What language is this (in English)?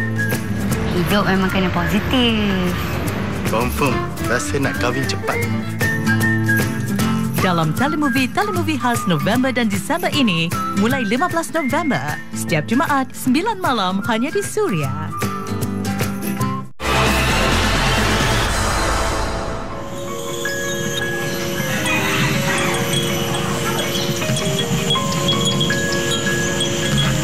Malay